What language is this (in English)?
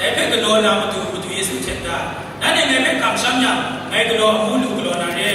Kachin